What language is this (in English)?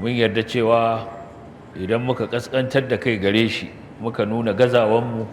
Hausa